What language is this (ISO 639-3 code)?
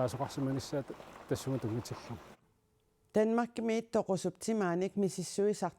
kal